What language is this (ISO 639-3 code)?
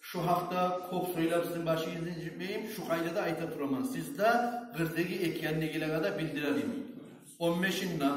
kum